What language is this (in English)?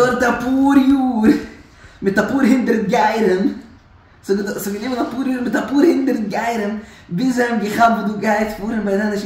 Yiddish